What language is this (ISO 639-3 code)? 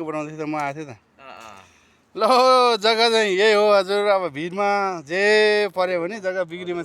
nep